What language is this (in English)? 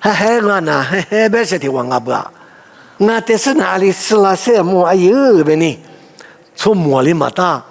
Lisu